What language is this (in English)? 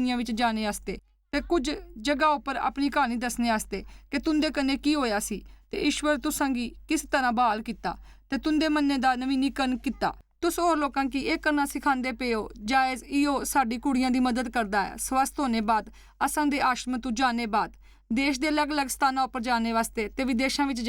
Dogri